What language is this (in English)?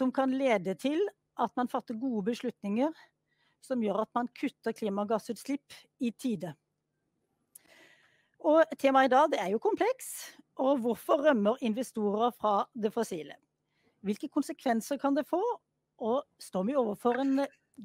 Norwegian